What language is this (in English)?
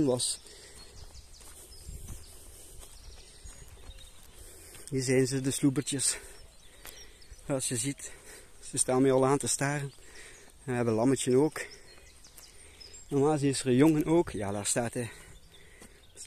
Dutch